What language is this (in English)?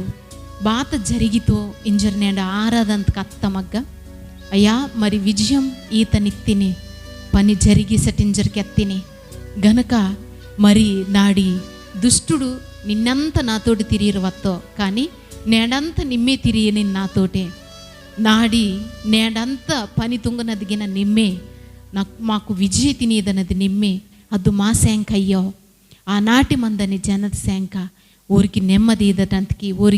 Koya